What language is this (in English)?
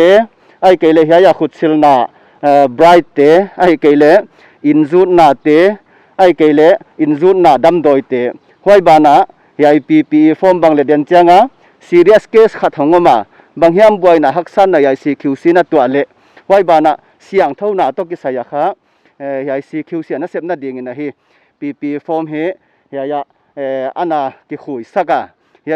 Paite Chin